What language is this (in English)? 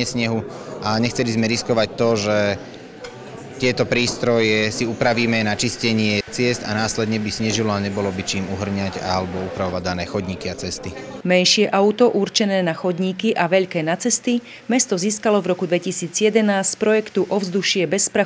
Slovak